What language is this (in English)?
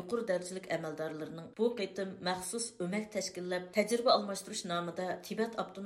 Uyghur